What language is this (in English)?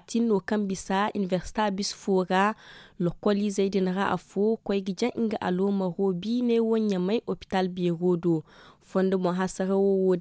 Zarma